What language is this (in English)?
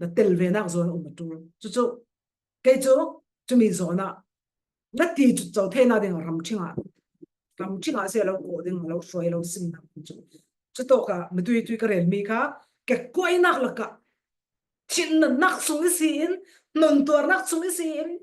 Falam Chin